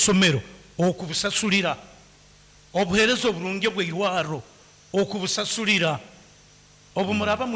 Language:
Nyankole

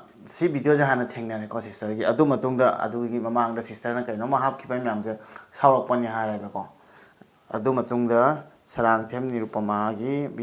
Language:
Manipuri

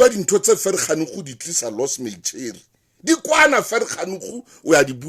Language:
Southern Sotho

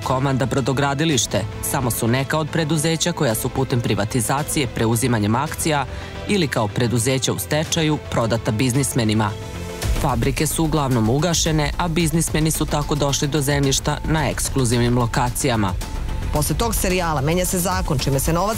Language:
Serbian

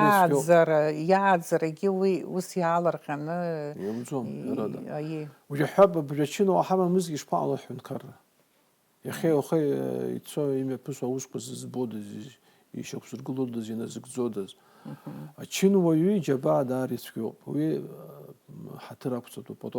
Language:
Abkhazian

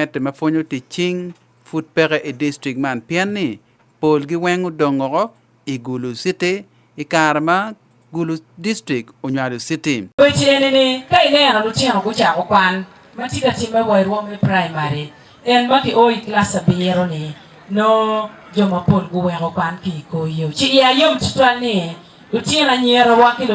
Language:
Acoli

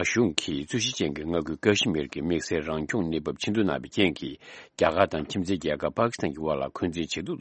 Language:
Tibetan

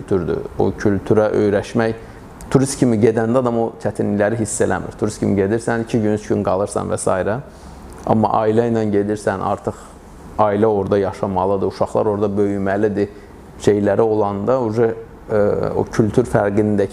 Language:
Azerbaijani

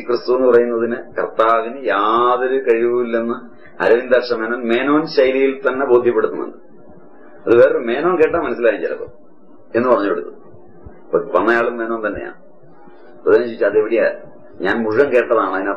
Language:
Malayalam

